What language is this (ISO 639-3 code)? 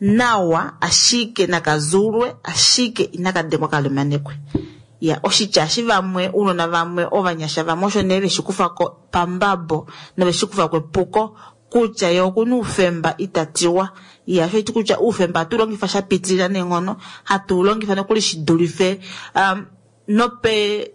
kua